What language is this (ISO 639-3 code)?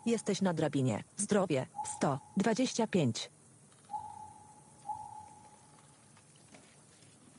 pol